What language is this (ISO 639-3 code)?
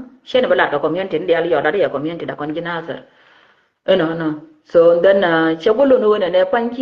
nus